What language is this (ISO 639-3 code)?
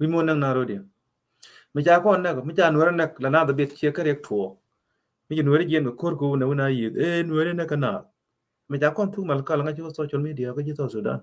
nus